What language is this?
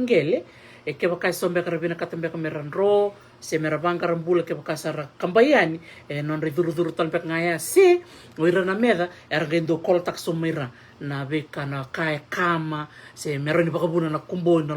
Fijian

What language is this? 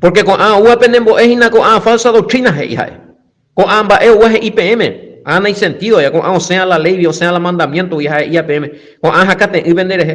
Guarani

